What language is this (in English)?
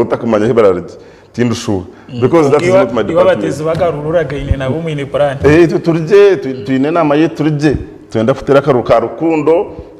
Nyankole